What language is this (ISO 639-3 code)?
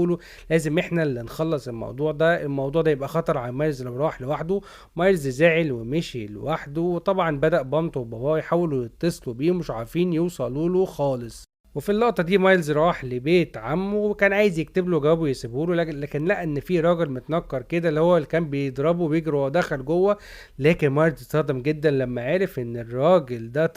arz